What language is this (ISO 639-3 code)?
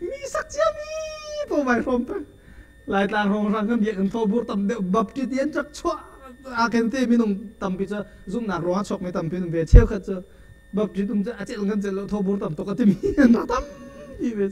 cnh